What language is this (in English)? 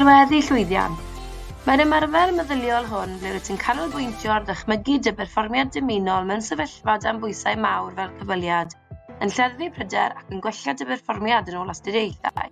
Welsh